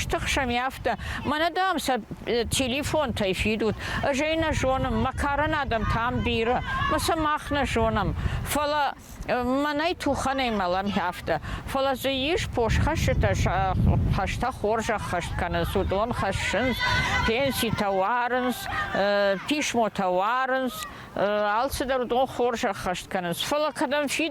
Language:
Ossetic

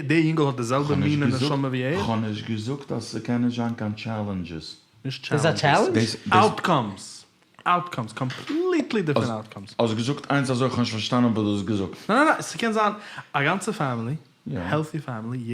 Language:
Yiddish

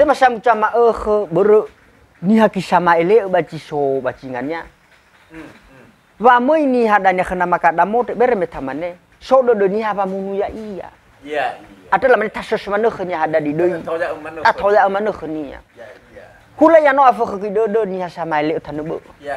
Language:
Nias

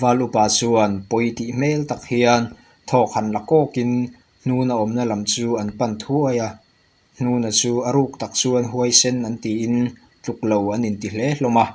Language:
Mizo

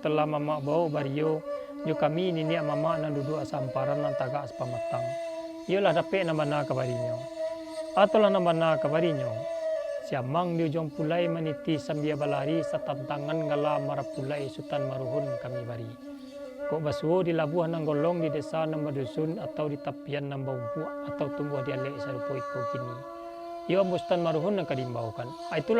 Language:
Minangkabau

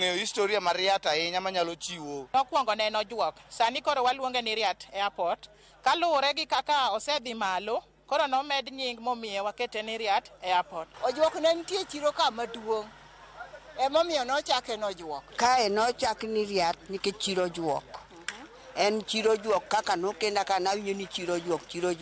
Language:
Luo (Kenya and Tanzania)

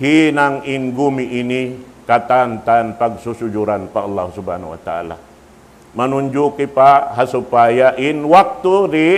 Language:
Tausug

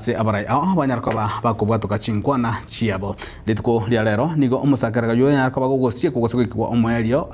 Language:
Gusii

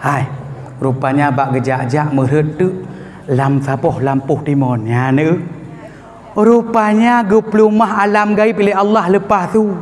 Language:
Achinese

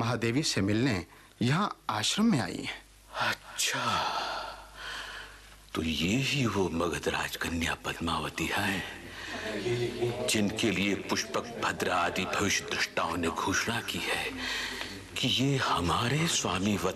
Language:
Hindi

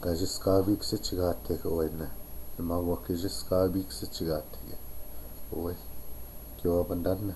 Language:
Chippewa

